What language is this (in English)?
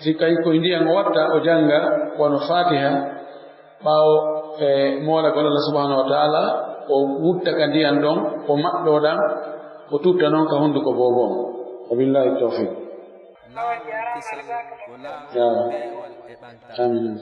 Fula